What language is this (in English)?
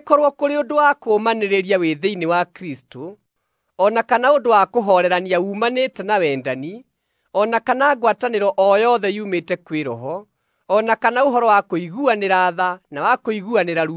Kikuyu